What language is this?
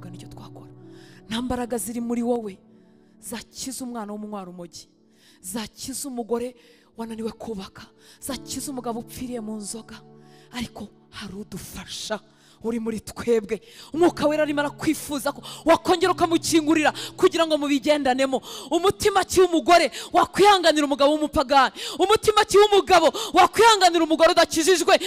Kinyarwanda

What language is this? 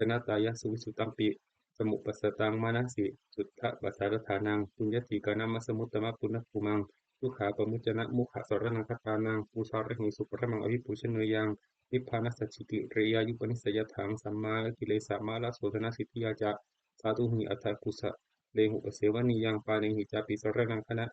Pali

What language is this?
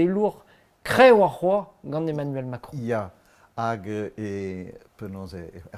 Breton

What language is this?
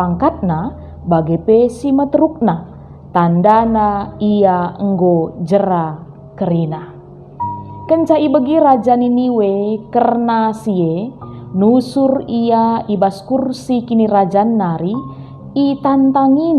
Batak Karo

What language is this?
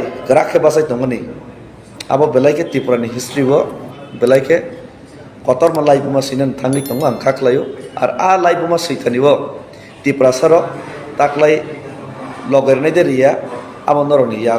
Kok Borok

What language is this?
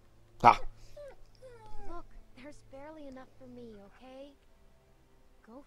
Finnish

